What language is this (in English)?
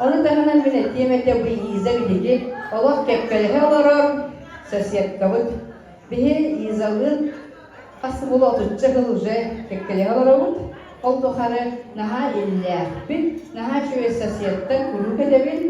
Yakut